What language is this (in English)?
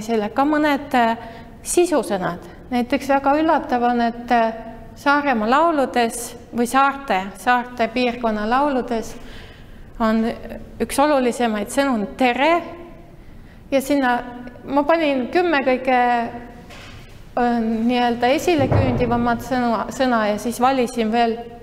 Estonian